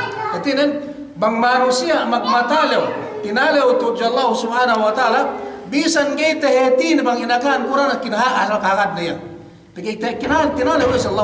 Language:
Yakan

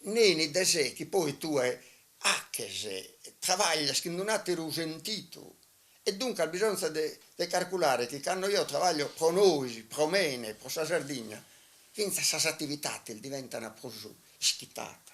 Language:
Sardinian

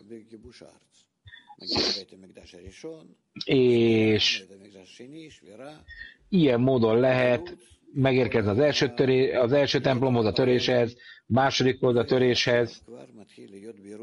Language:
Hungarian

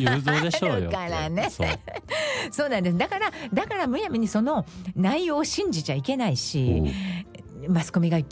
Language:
Japanese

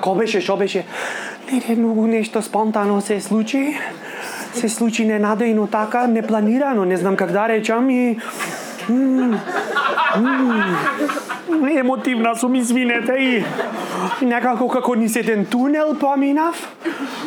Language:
Macedonian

